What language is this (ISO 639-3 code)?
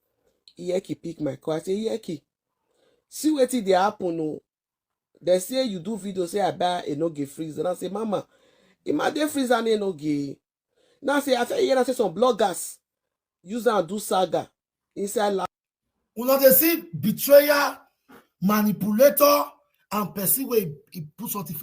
pcm